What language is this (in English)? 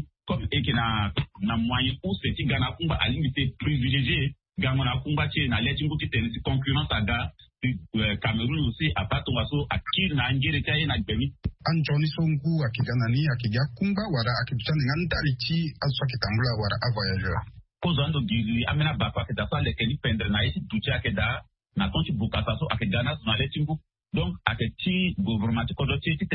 Sango